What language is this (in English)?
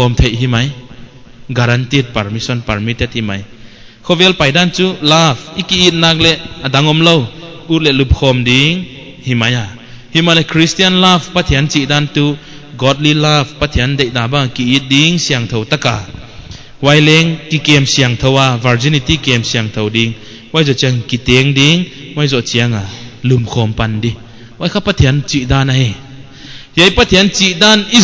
Paite Chin